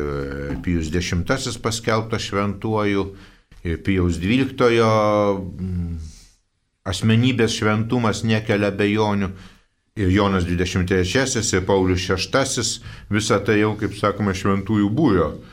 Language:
Lithuanian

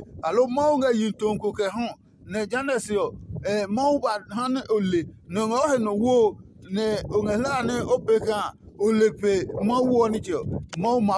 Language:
Adangme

